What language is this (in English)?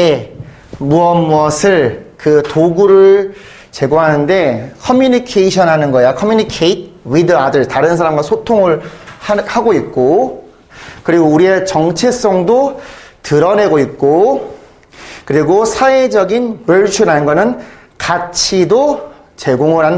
Korean